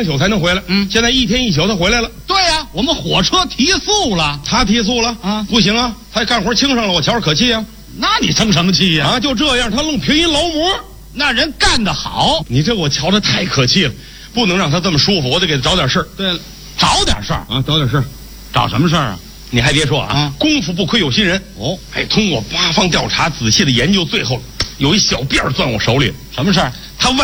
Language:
Chinese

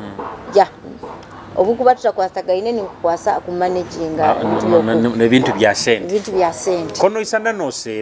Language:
Nyoro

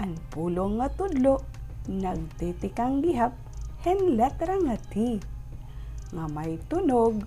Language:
Waray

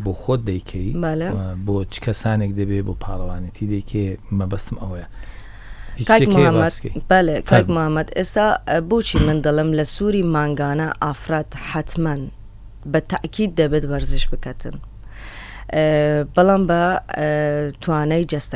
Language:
Central Kurdish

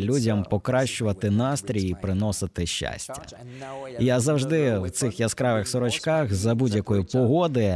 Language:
Ukrainian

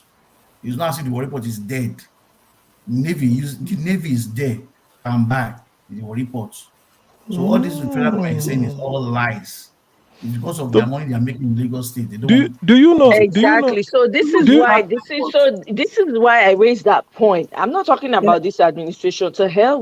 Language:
Nigerian Pidgin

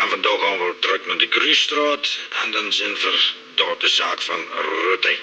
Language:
Limburgish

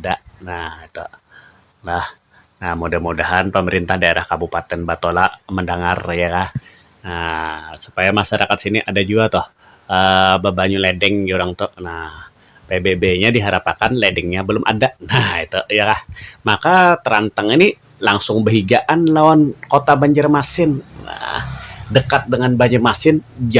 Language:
Banjar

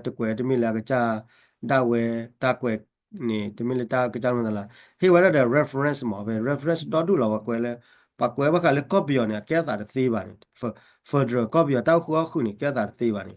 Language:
S'gaw Karen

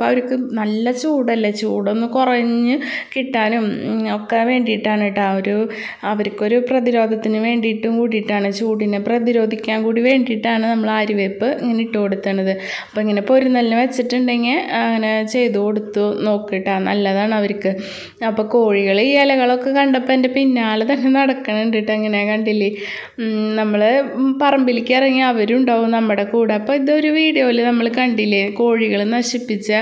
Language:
Malayalam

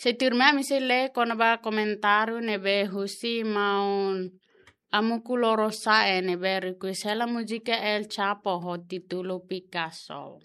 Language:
Tetum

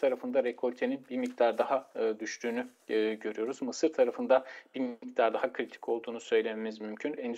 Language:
Turkish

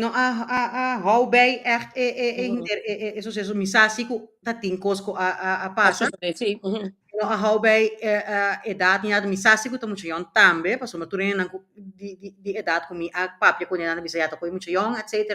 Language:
Papiamento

